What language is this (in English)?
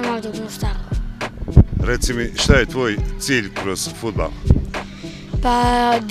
Bosnian